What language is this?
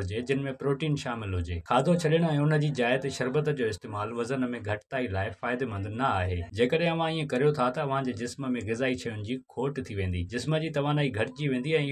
Sindhi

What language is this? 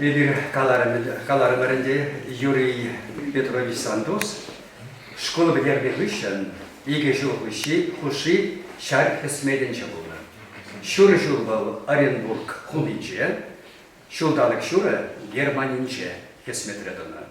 Chuvash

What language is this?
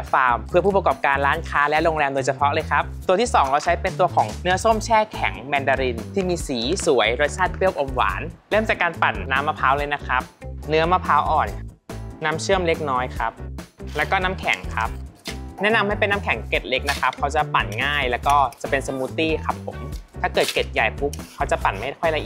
Thai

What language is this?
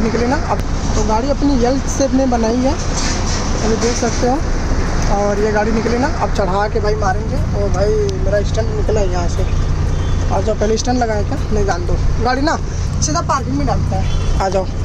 Hindi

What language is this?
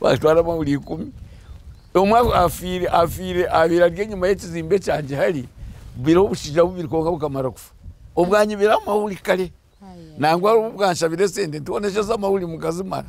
Nyankole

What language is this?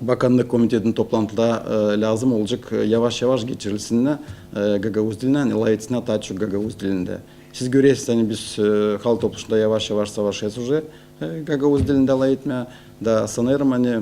Gagauz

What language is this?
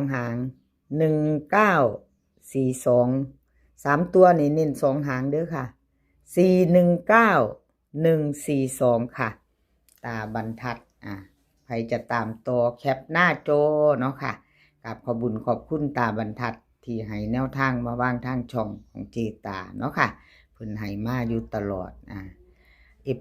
Northeastern Thai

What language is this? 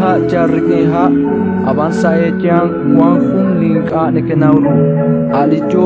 Kekchí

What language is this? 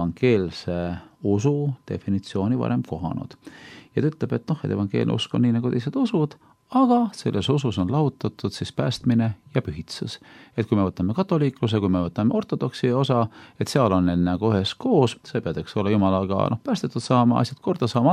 Estonian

